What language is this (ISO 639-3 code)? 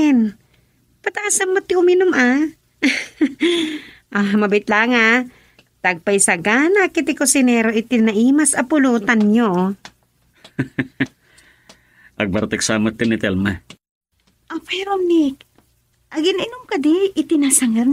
ilo